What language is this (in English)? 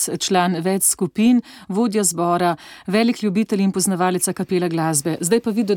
Slovenian